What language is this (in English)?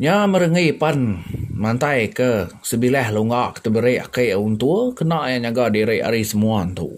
Iban